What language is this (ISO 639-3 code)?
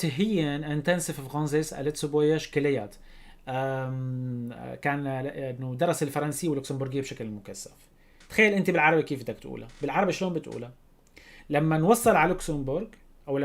apc